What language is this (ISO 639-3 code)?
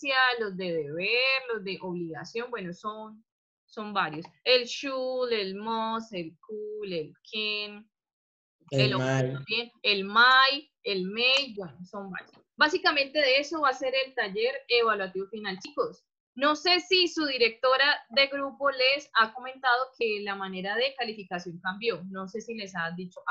spa